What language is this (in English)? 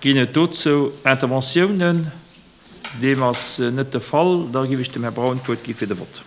Luxembourgish